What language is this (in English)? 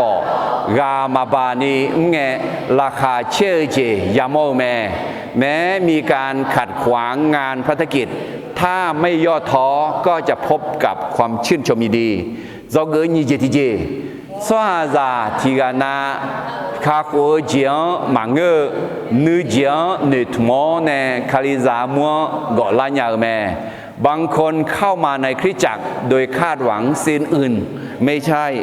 Akha